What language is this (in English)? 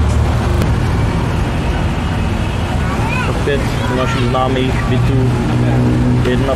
Czech